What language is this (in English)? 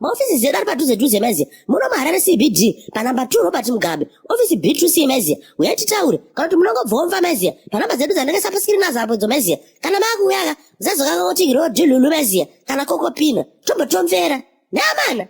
Shona